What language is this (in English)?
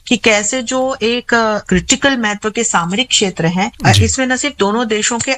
Hindi